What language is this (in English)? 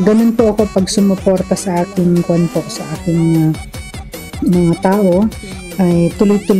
Filipino